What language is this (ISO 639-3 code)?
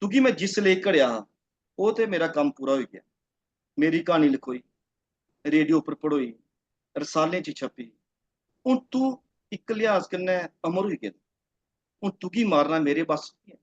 doi